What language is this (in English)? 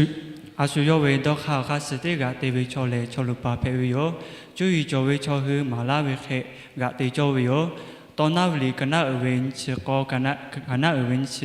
Lahu